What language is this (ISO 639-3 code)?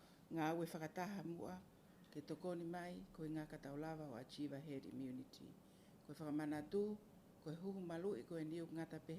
ton